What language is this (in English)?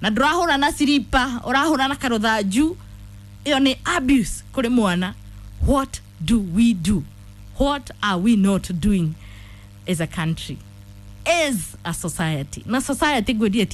Kikuyu